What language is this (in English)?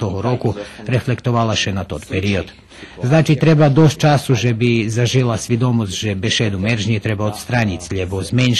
Rusyn